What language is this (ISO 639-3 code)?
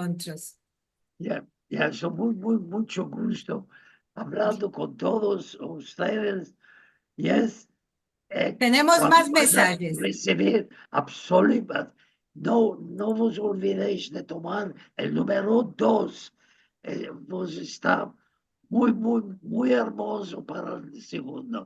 lad